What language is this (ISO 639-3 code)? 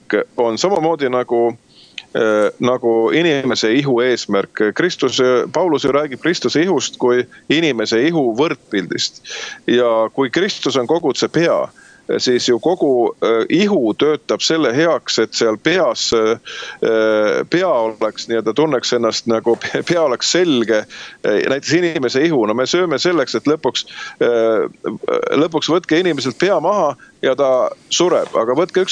est